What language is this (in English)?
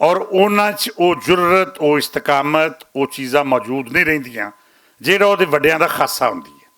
Western Panjabi